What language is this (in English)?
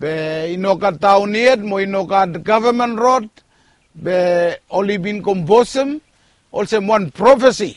Bislama